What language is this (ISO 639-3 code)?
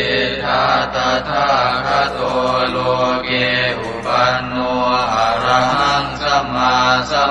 pli